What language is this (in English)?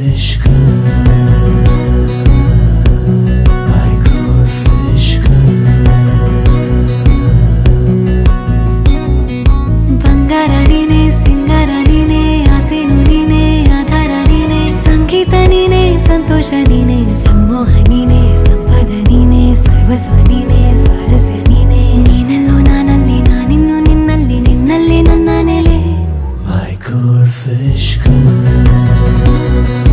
Kannada